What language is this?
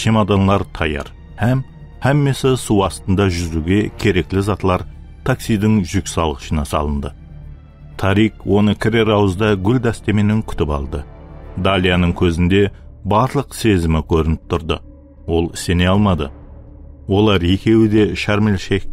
Kara-Kalpak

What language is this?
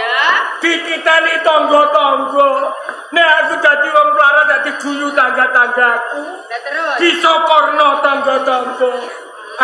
Javanese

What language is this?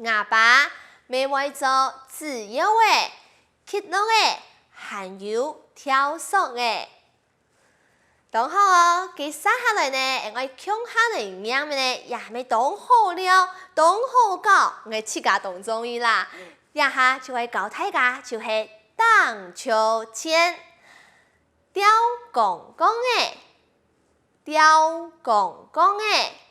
Hakka Chinese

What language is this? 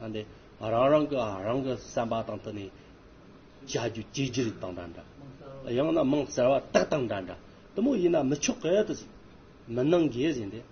Amdo Tibetan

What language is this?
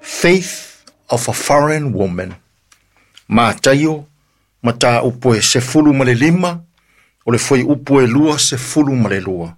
Samoan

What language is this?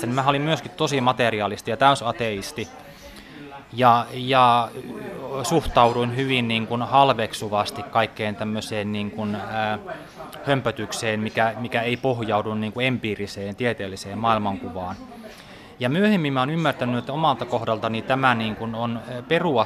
Finnish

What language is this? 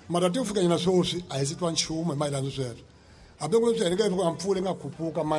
Tsonga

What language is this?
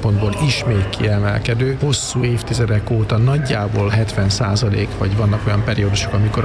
Hungarian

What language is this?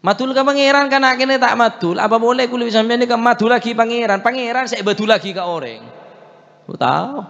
Madurese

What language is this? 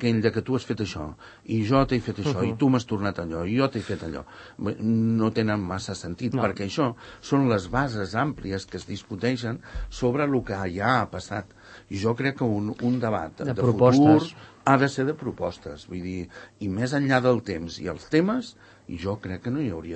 Catalan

